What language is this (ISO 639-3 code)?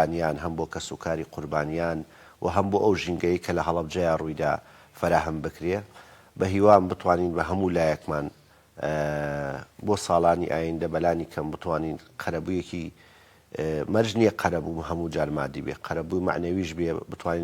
ckb